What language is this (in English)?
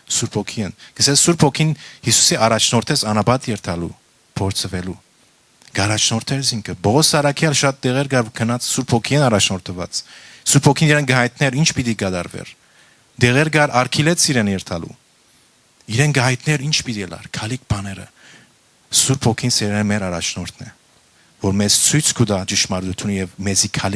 Western Armenian